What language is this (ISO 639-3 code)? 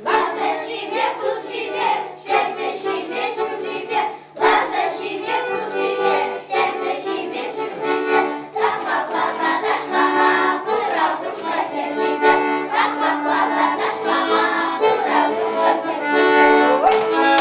chv